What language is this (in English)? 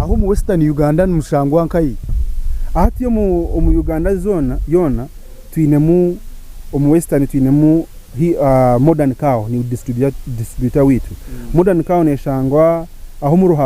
Nyankole